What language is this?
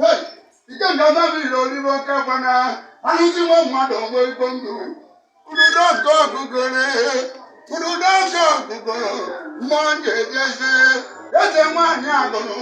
Igbo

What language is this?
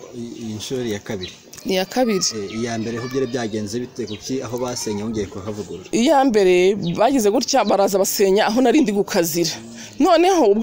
Kinyarwanda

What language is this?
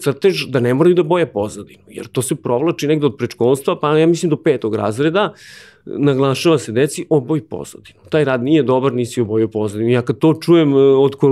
Serbian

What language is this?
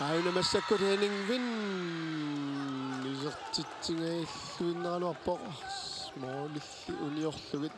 Kalaallisut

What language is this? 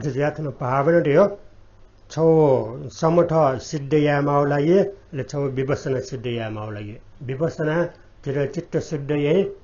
Newari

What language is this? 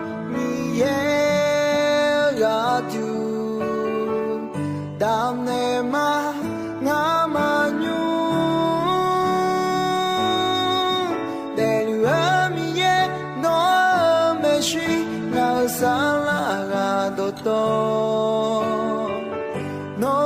Akha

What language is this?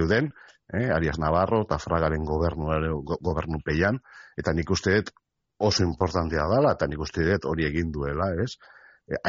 Basque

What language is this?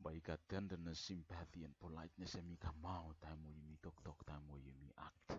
Bislama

